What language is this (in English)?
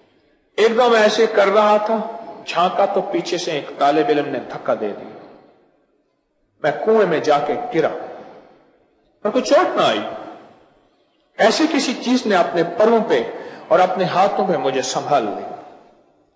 Urdu